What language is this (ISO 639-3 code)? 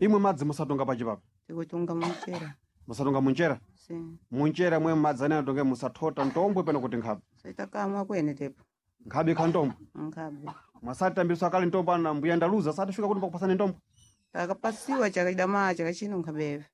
seh